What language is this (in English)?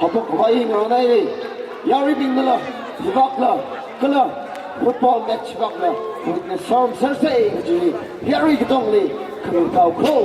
Tangkhul Naga (India)